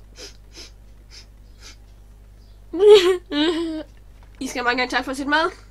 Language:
Danish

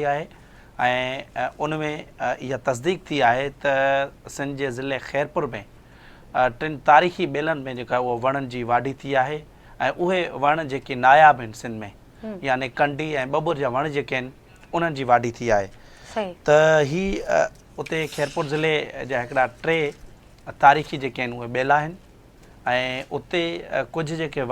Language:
Sindhi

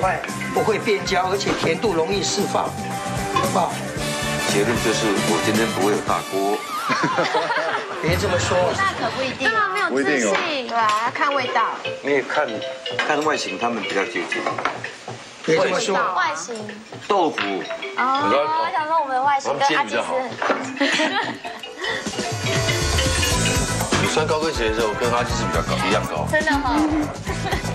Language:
Chinese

